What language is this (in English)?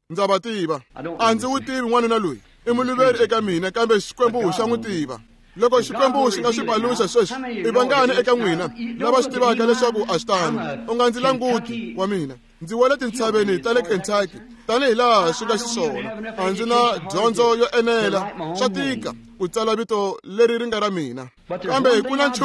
Tsonga